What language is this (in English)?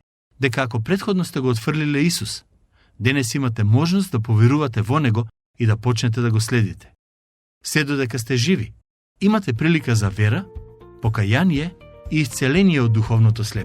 Macedonian